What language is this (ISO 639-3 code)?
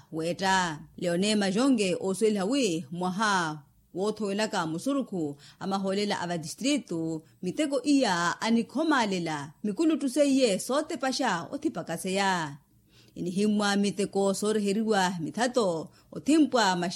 vmw